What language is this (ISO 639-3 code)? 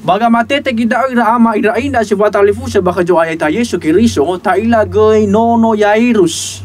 nia